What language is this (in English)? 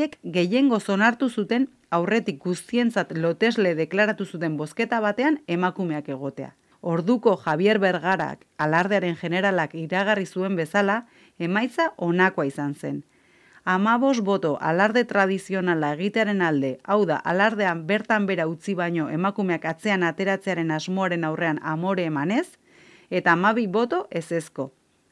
Basque